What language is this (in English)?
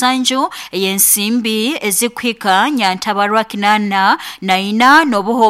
Nyoro